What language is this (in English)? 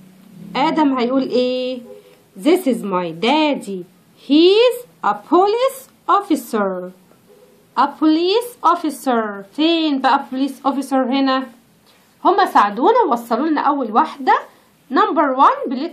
Egyptian Arabic